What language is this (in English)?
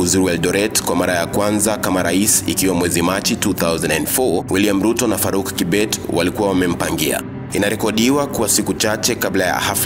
Swahili